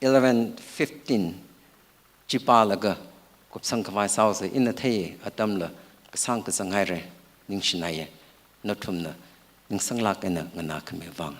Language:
Tangkhul Naga (India)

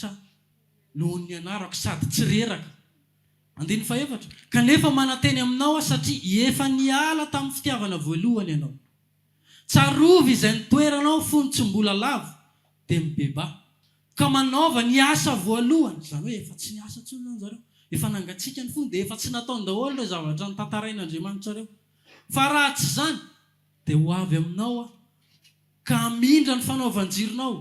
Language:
Malagasy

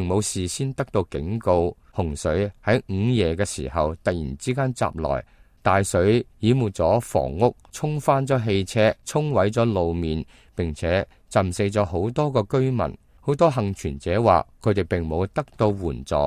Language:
Cantonese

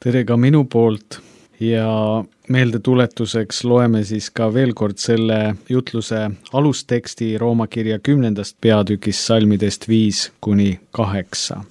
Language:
Estonian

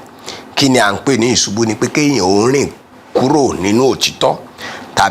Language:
Yoruba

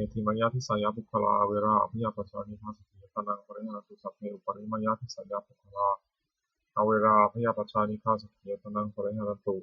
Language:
Pali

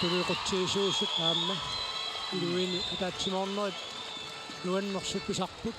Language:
Kalaallisut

